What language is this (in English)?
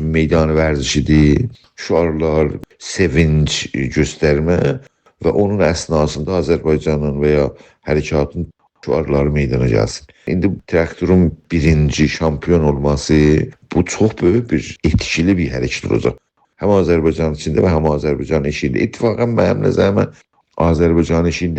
South Azerbaijani